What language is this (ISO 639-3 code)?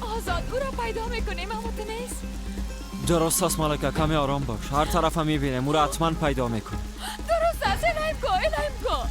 fas